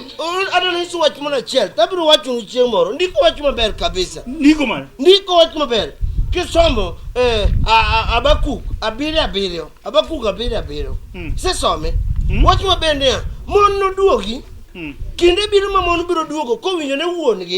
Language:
Luo (Kenya and Tanzania)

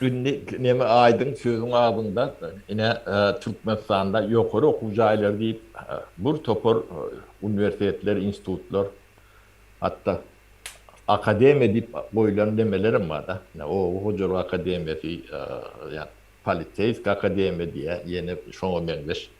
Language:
Turkmen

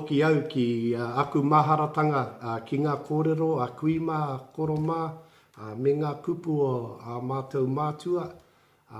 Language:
Māori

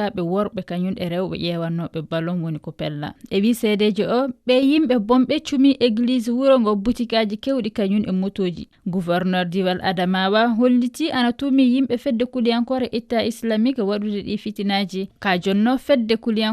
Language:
Fula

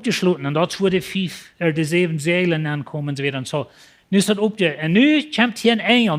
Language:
Plautdietsch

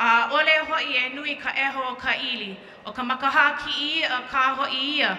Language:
Hawaiian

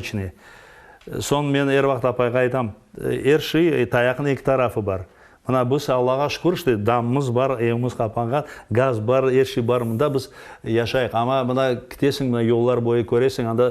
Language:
Crimean Tatar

